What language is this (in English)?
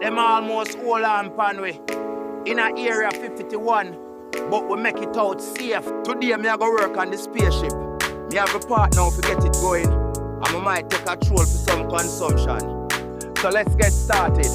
Jamaican Creole English